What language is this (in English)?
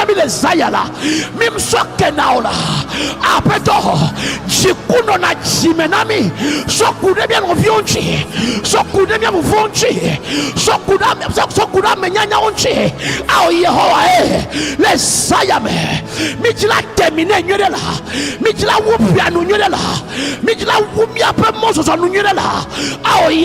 Ewe